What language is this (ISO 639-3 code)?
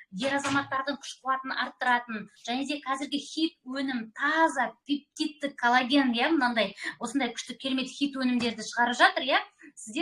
kaz